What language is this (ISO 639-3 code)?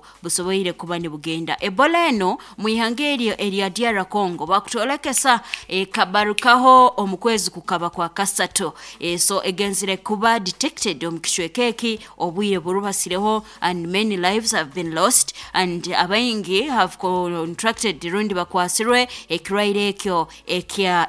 nyo